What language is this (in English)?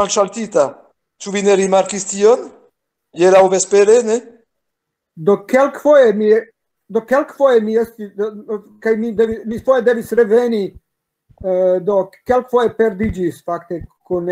Esperanto